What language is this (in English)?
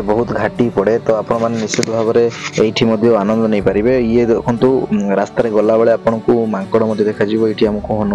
Odia